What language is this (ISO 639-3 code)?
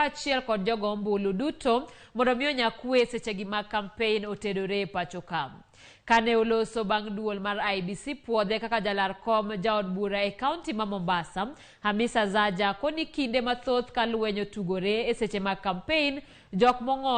luo